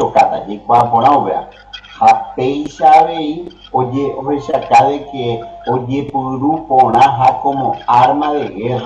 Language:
Guarani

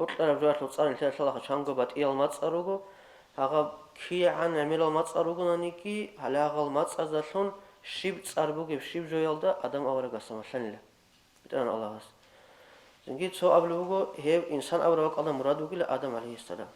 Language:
Avaric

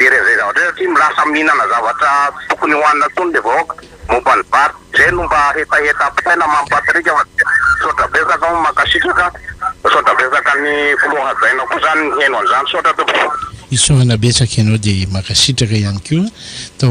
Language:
Malagasy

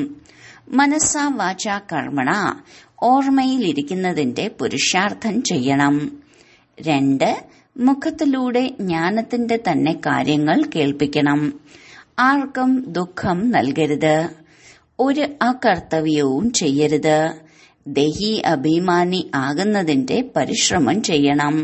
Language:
Malayalam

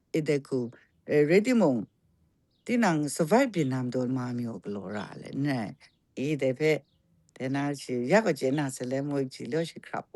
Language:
Kachin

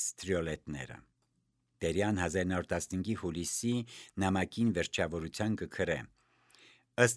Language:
Armenian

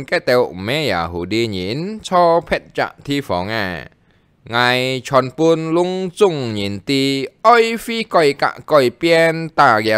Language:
Hakka Chinese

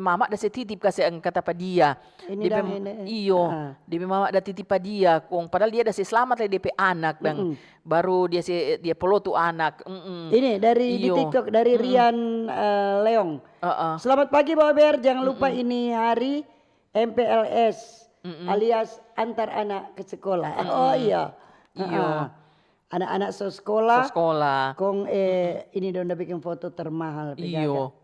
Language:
Manado Malay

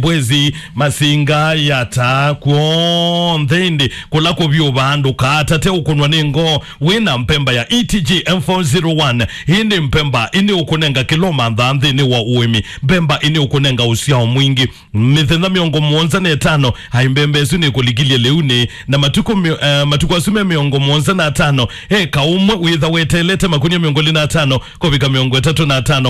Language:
Kamba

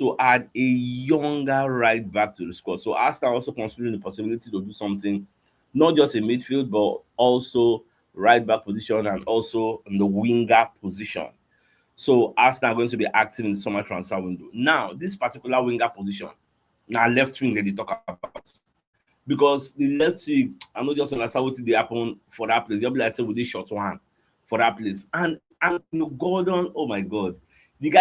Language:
Nigerian Pidgin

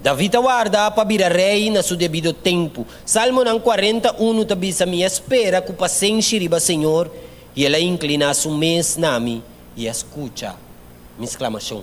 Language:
Papiamento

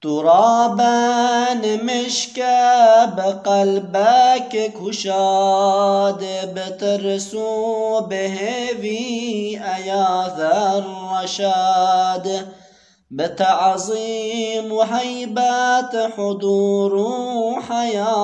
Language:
Kurdish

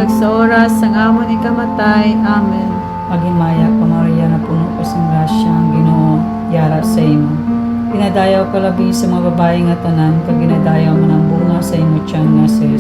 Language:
Hiligaynon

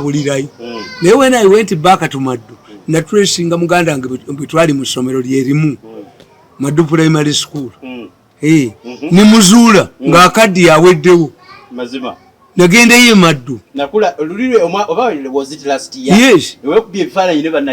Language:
Ganda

